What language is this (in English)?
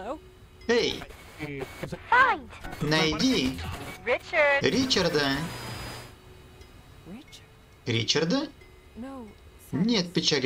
Russian